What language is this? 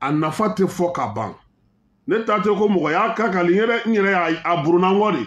Bambara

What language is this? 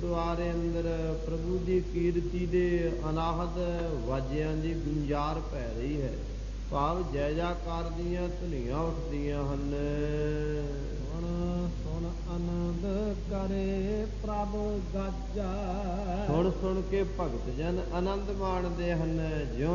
Punjabi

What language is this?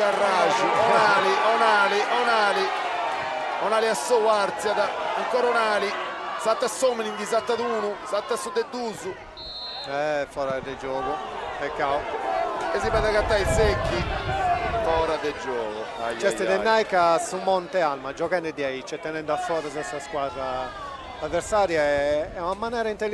Sardinian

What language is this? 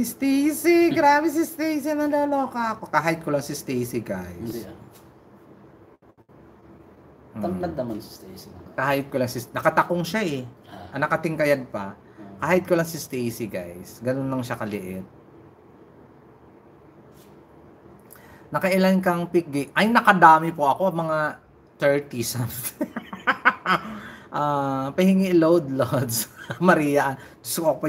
Filipino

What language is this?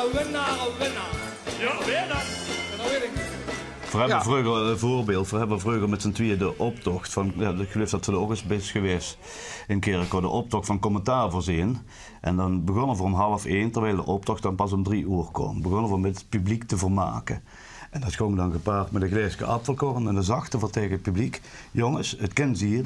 Limburgish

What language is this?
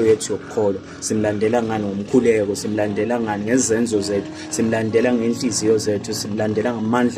Zulu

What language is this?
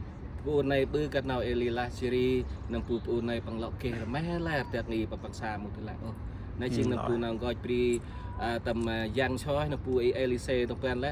Central Mnong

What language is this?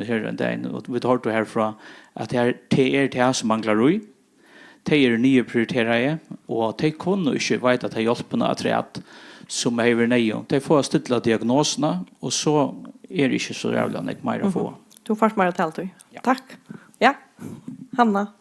Faroese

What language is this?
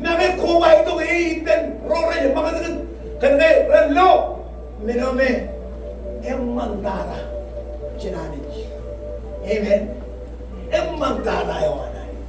Marshallese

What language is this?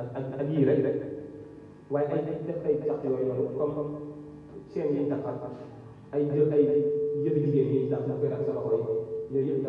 Wolof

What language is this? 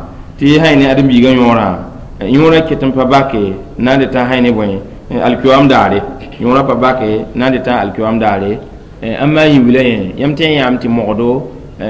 Mossi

